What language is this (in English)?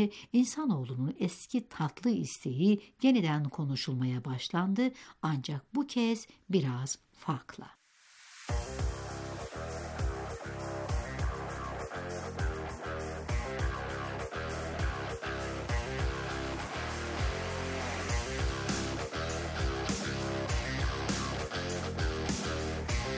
Turkish